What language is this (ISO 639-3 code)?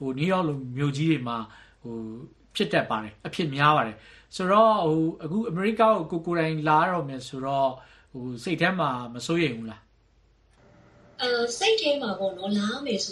mya